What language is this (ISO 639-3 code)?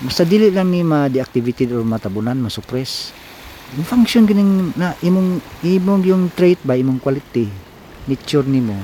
ceb